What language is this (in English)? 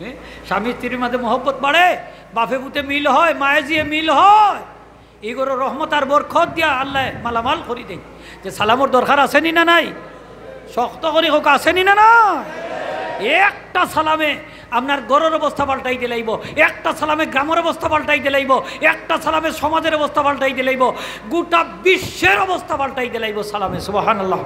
Sylheti